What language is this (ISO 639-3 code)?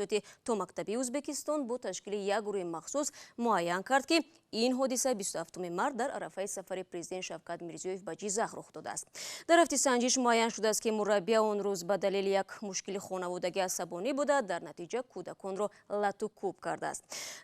tgk